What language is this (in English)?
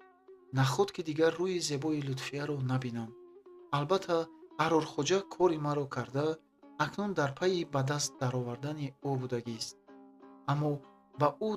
Tajik